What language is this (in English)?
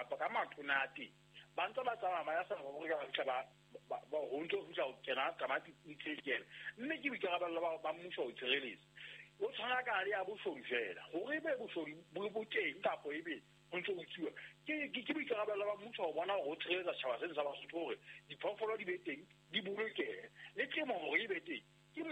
Southern Sotho